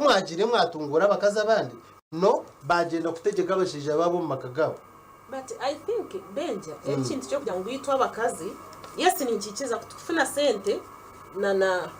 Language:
Nyankole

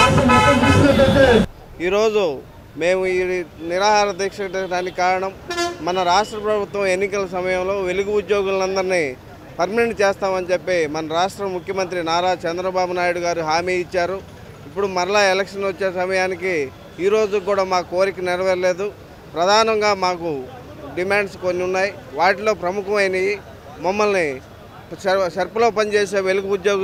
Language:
Telugu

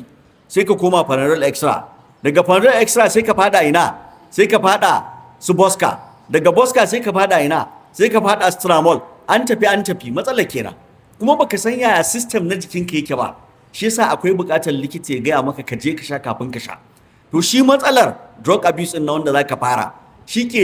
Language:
Hausa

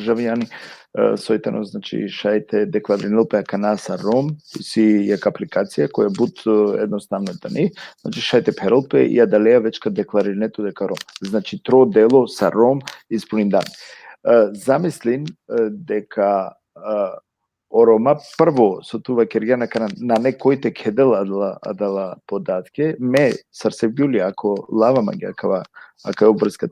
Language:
Balkan Romani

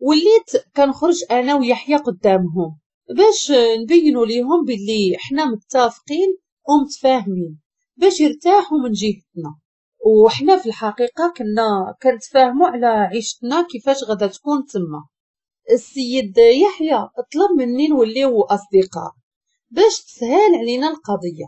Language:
Moroccan Arabic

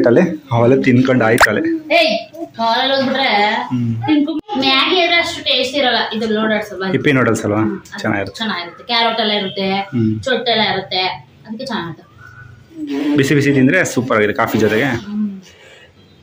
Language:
Kannada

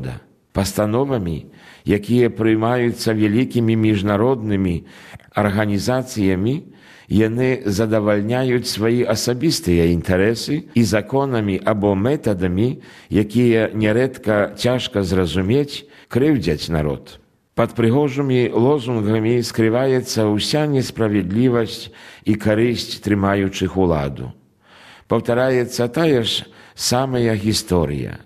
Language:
Belarusian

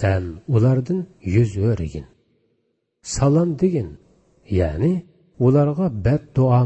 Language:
Uyghur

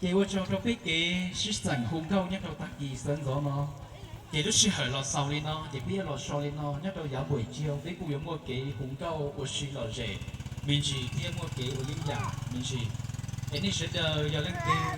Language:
Hmong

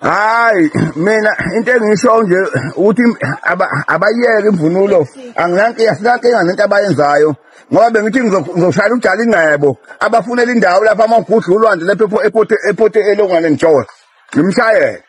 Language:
Zulu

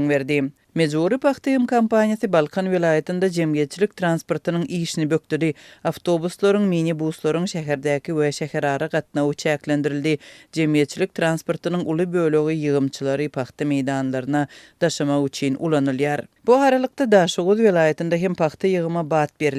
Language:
Turkmen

